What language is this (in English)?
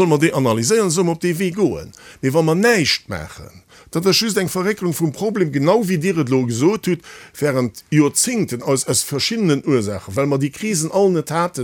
Luxembourgish